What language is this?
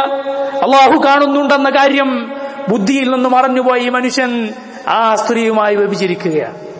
Malayalam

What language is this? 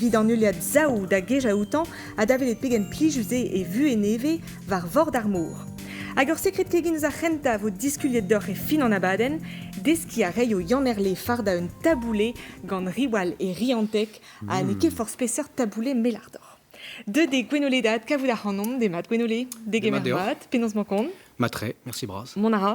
Breton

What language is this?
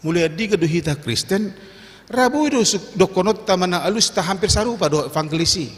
Batak Toba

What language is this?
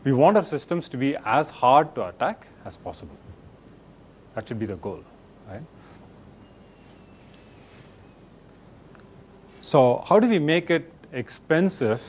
English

